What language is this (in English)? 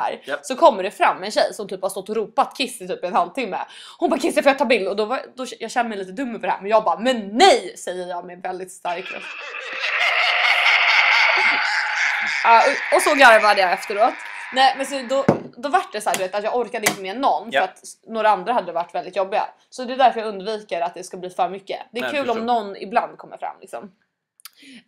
Swedish